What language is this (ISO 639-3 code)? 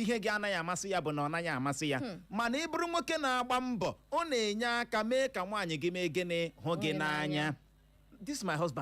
ibo